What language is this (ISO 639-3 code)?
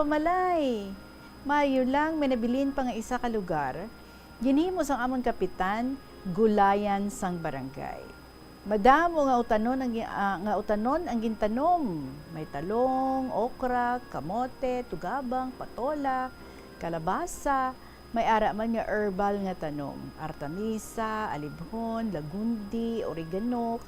hil